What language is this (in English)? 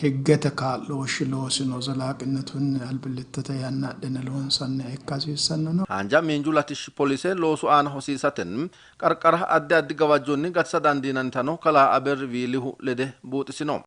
Sidamo